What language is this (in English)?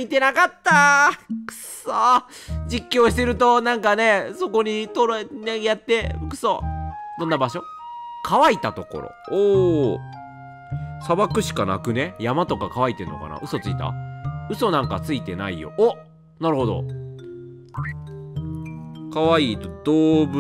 Japanese